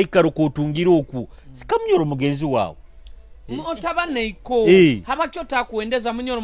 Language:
Nyoro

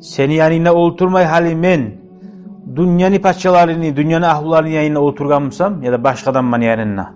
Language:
Kumyk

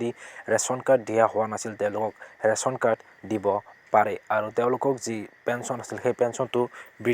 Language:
Assamese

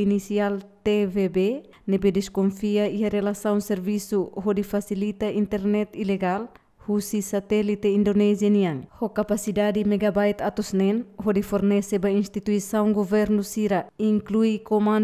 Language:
Tetum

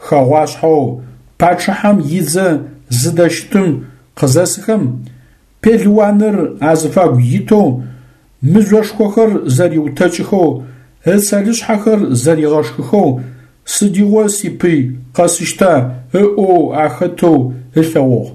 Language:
Adyghe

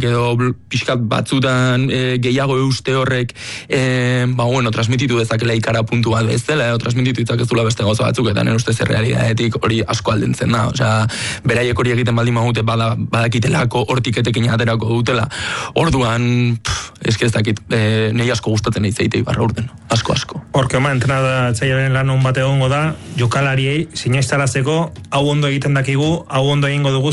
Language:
Basque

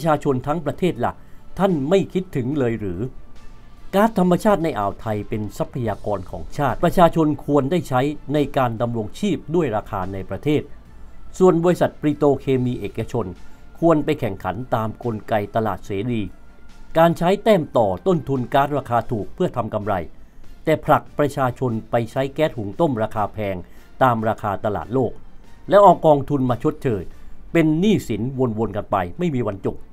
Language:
Thai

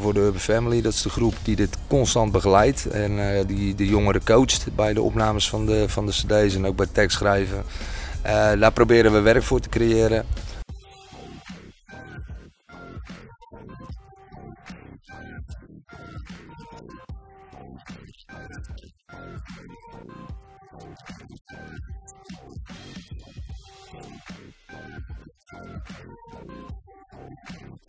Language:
Dutch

